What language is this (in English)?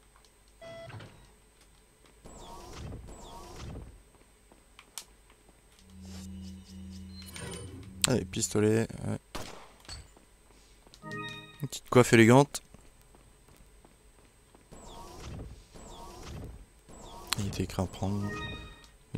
French